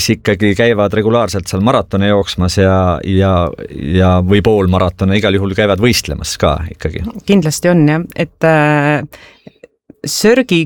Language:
Estonian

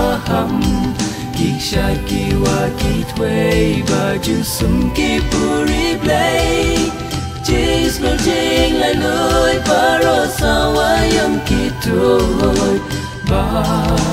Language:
Khasi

